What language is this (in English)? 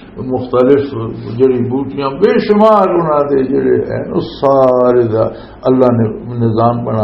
Western Panjabi